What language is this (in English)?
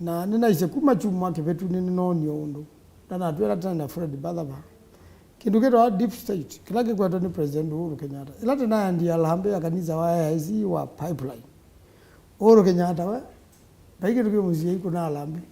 Kamba